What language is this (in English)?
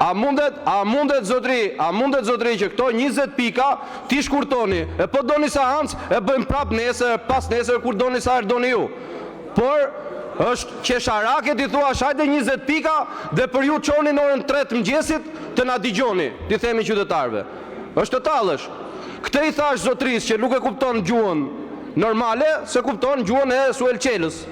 Albanian